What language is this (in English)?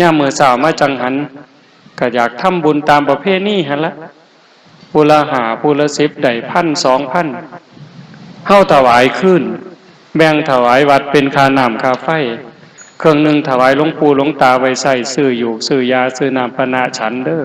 Northeastern Thai